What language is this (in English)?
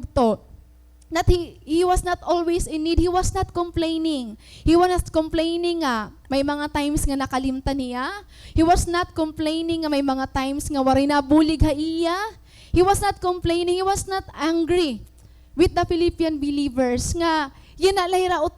Waray